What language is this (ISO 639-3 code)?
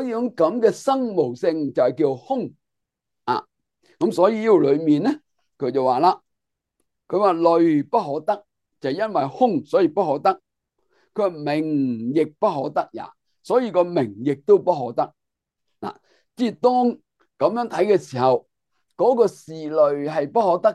yue